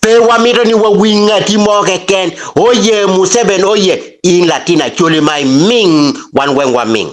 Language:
Acoli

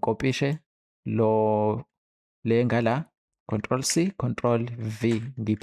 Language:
Zulu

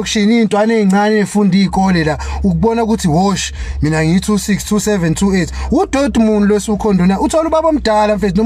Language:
Zulu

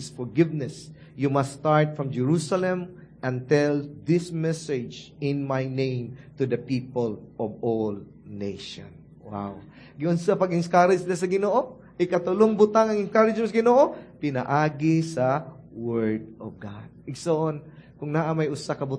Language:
Cebuano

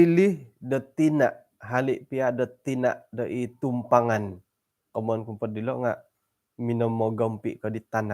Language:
Central Dusun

